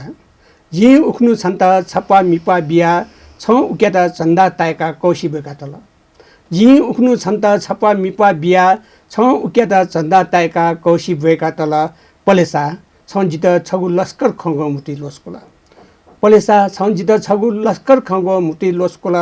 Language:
Newari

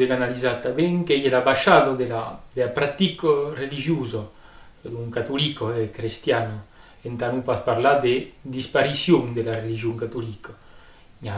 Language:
Occitan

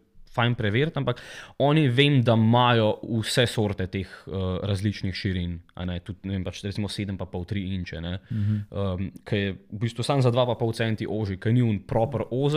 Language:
Slovenian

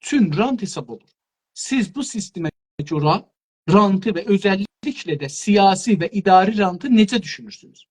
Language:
South Azerbaijani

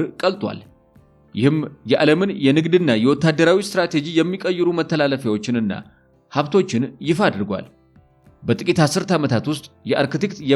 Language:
Amharic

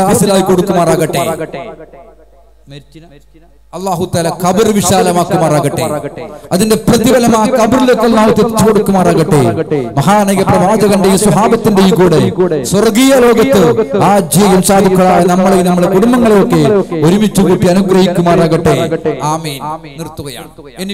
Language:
Malayalam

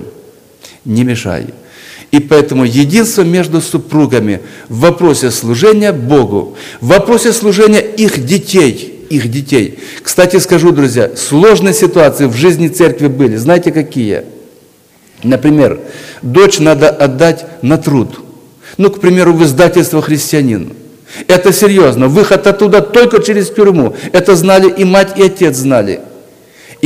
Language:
Russian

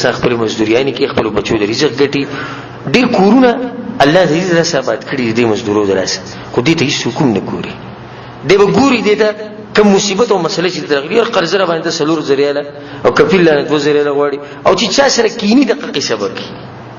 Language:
Pashto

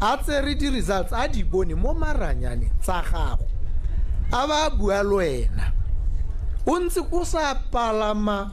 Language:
Tswana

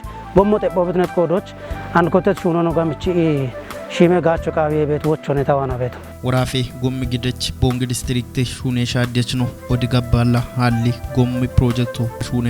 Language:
Kafa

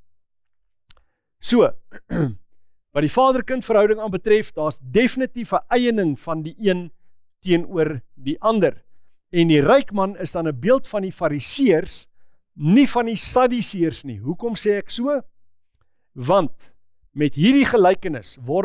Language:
Afrikaans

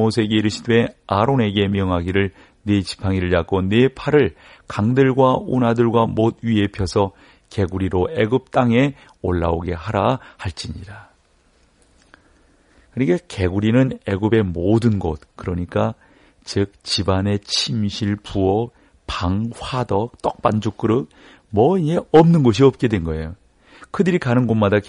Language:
Korean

